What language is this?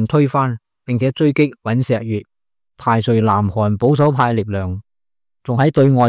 Cantonese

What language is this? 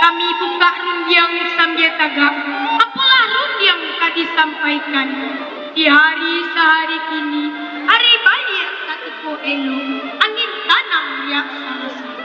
Minangkabau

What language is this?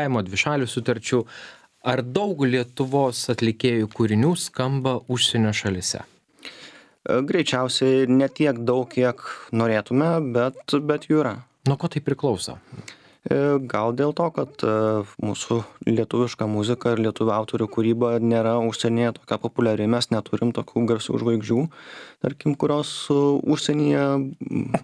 Lithuanian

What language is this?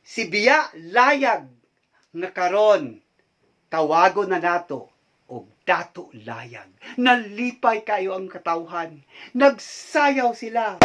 Cebuano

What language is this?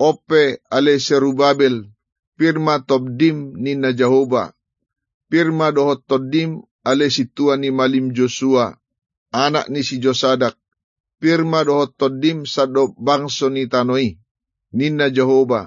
Batak Toba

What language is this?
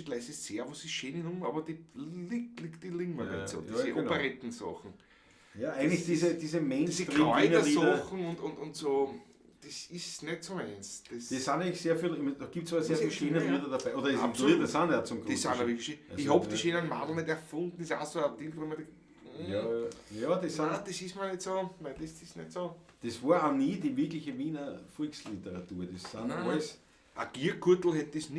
Bavarian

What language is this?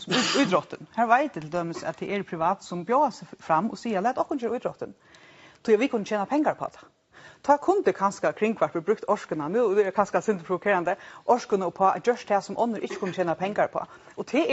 Faroese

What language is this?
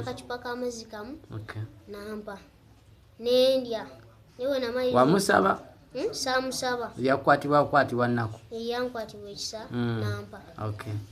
Ganda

